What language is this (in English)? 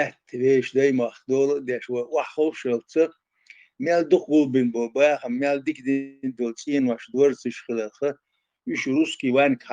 Chechen